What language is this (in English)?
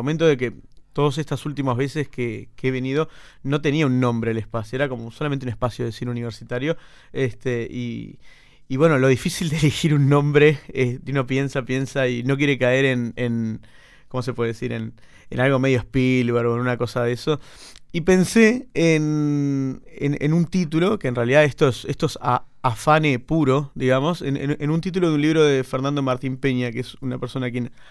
Spanish